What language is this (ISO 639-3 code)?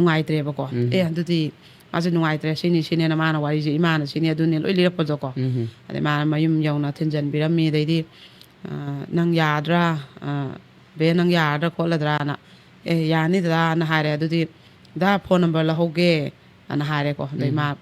mni